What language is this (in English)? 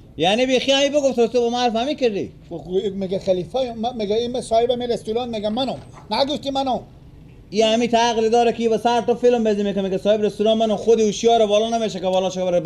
Persian